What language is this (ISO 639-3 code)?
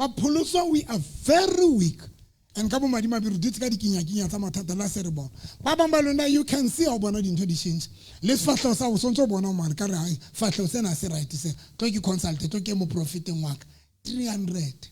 sot